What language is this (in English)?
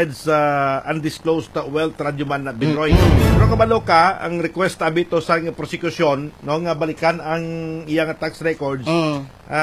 Hiligaynon